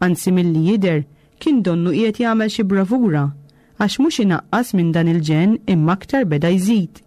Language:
Maltese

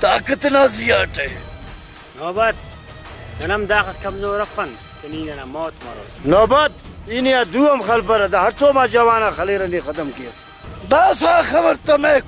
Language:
Brahui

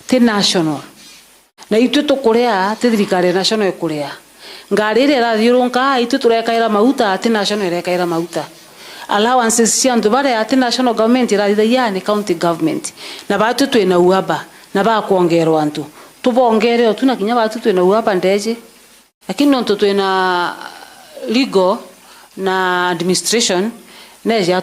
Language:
Meru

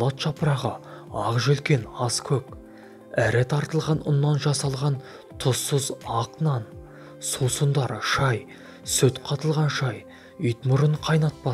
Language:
Kazakh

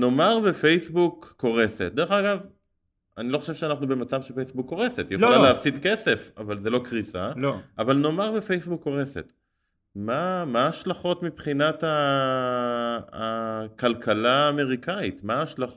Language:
Hebrew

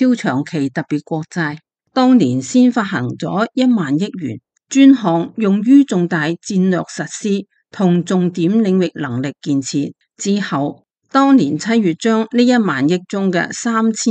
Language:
Cantonese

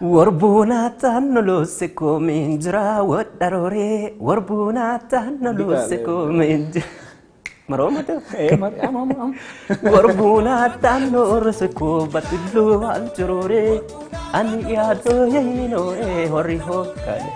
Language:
Sidamo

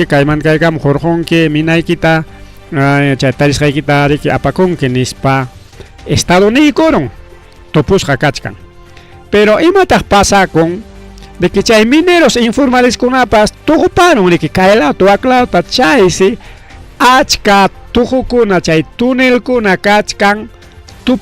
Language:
Ayacucho Quechua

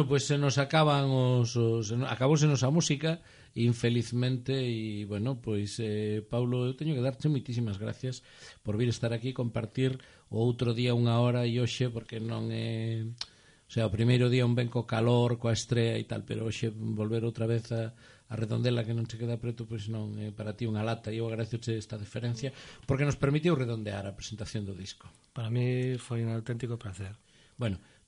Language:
Galician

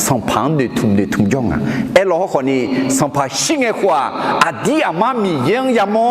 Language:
Akha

